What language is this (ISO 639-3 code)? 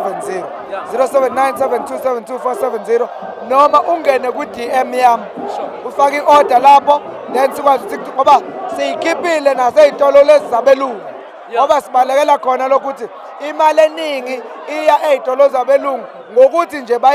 zul